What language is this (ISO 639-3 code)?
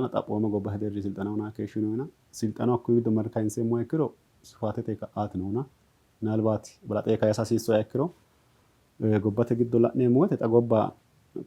sid